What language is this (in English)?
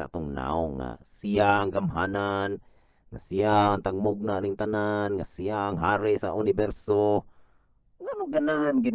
Cebuano